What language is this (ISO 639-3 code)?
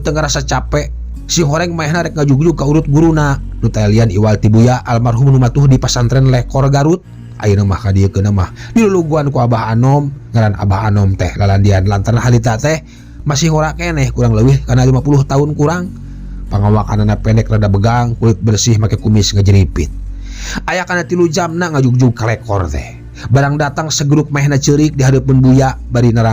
sun